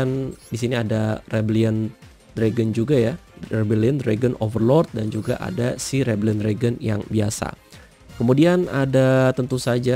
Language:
Indonesian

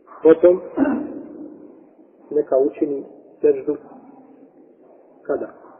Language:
Bosnian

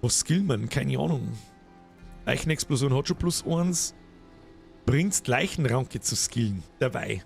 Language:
Bavarian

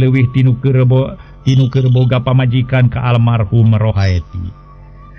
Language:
Sundanese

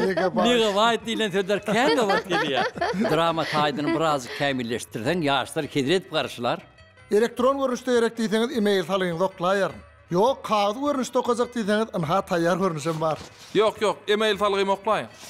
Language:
Turkmen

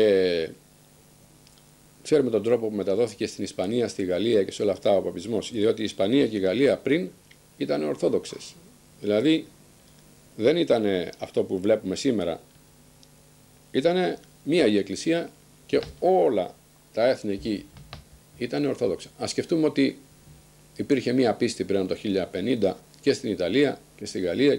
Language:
Greek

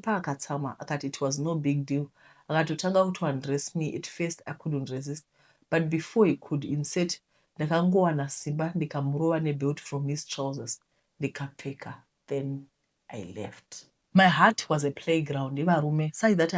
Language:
Shona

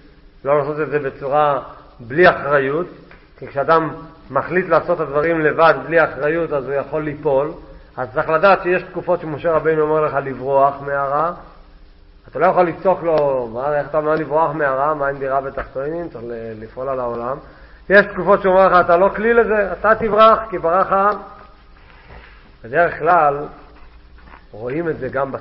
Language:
Hebrew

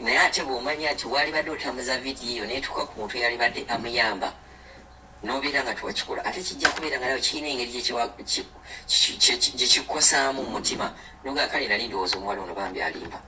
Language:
Ganda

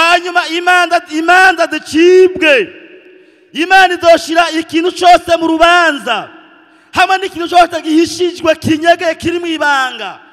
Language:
Rundi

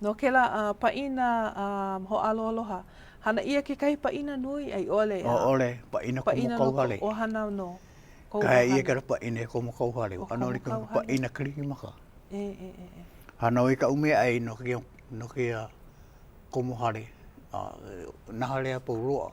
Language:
Hawaiian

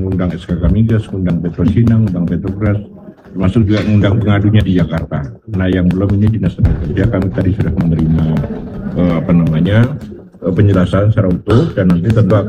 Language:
Indonesian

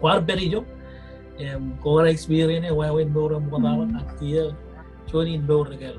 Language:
Marshallese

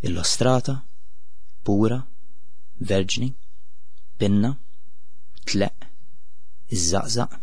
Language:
Maltese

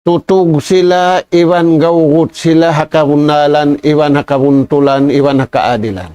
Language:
Tausug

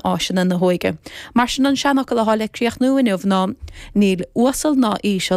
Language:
Irish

